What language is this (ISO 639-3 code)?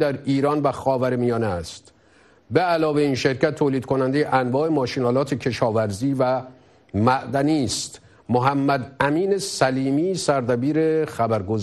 fas